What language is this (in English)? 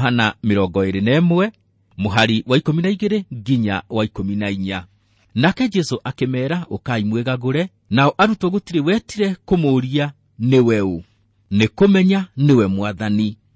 Kikuyu